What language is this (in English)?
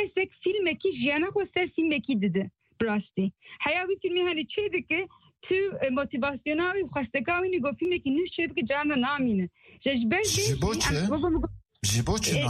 Kurdish